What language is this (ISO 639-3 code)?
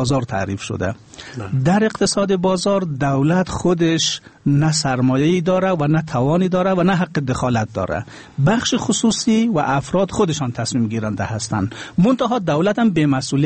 fas